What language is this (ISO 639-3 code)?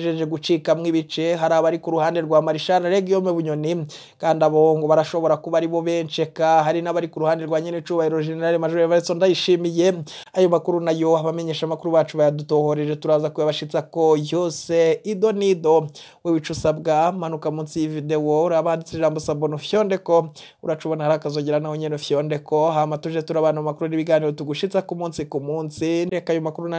run